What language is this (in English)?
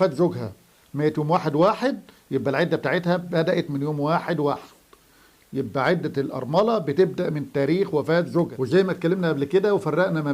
Egyptian Arabic